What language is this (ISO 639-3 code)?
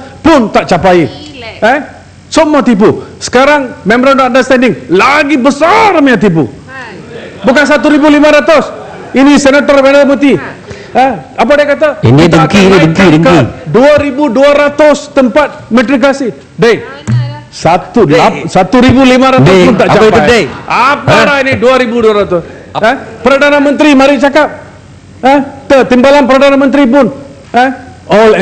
msa